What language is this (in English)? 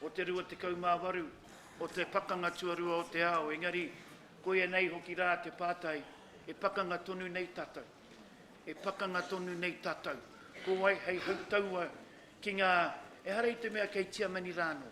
Māori